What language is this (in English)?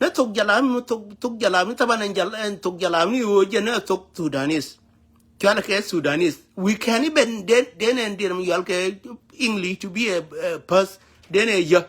Nuer